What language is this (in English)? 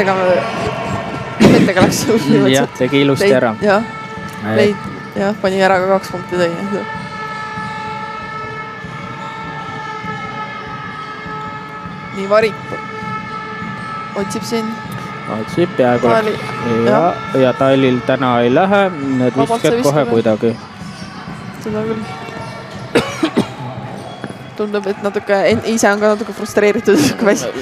Estonian